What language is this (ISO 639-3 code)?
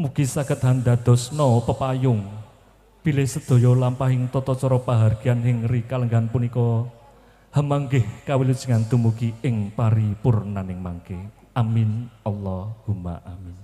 jav